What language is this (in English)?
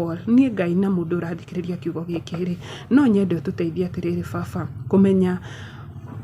Kikuyu